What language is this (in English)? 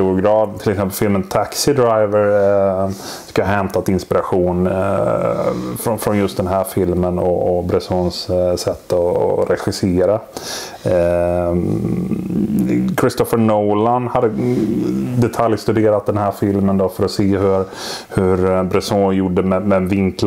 Swedish